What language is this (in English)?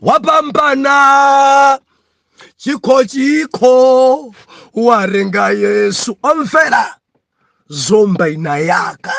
Nyanja